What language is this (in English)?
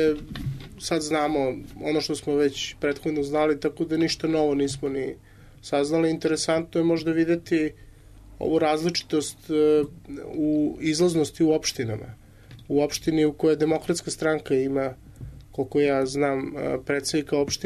Serbian